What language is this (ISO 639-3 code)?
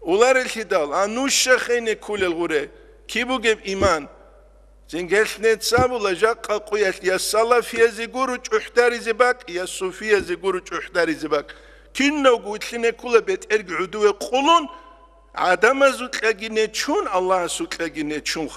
ava